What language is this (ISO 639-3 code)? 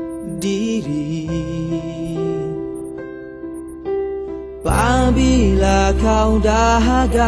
msa